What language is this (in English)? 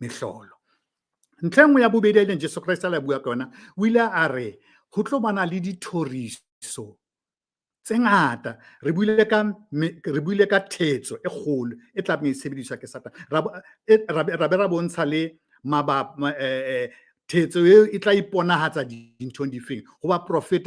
Southern Sotho